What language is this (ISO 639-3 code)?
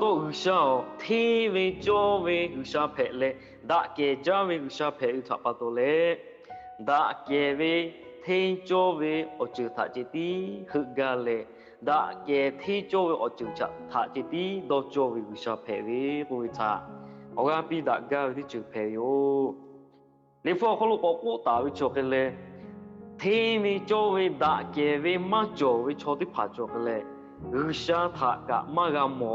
lhu